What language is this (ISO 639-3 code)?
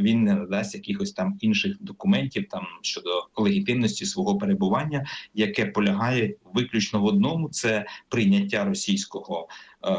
ukr